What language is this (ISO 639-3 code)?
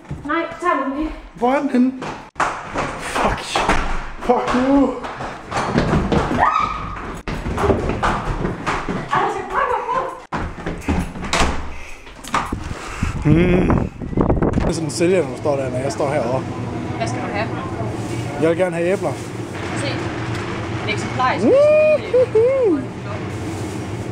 dan